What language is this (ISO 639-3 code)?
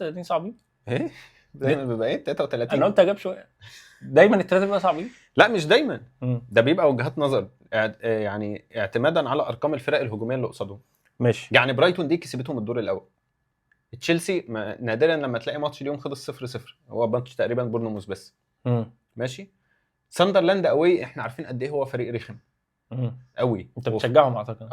arz